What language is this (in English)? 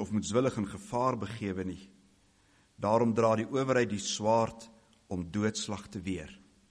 Afrikaans